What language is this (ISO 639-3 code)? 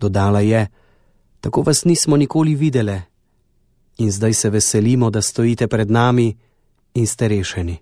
slv